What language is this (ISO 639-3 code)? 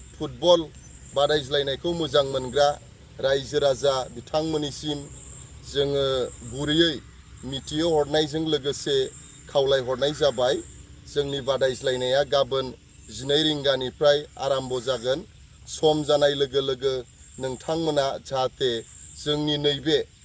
brx